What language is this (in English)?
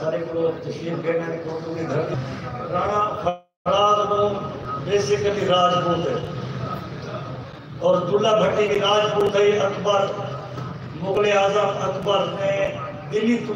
Saraiki